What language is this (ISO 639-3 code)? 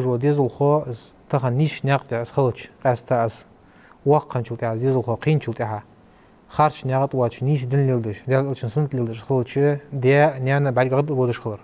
inh